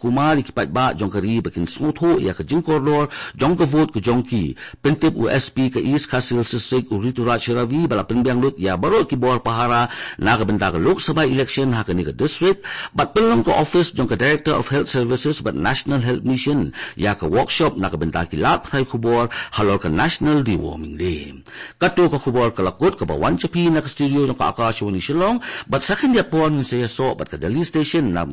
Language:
Khasi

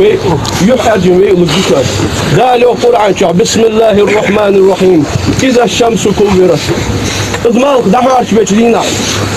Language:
Ingush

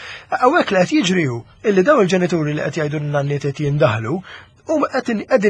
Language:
Maltese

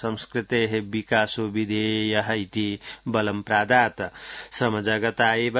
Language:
Sanskrit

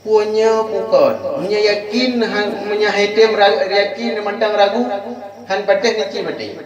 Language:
Achinese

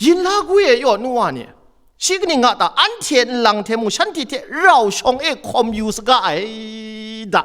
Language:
Kachin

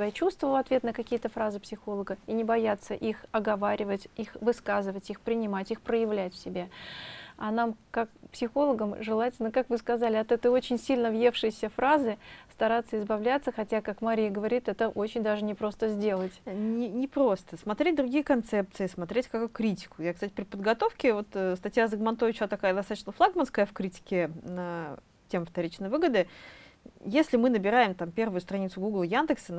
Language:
Russian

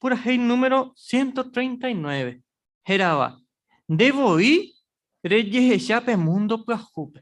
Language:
Guarani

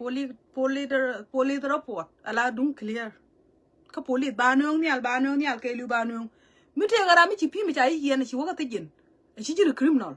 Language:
Nuer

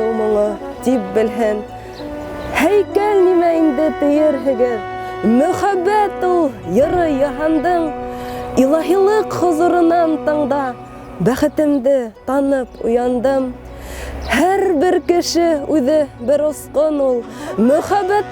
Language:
Bashkir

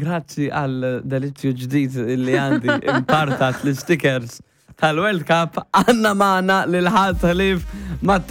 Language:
Maltese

